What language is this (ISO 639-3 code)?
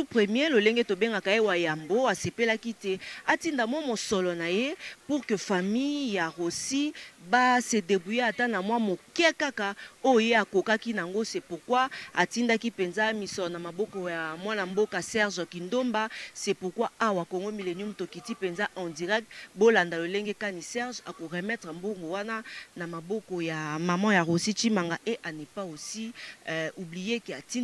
lin